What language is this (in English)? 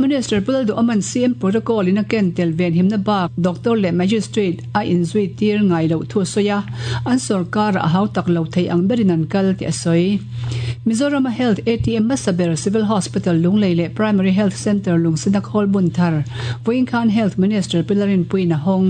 Mizo